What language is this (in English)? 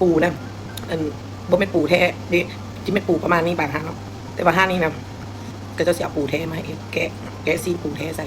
Lao